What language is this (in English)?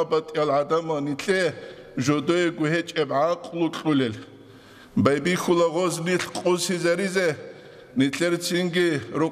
Avaric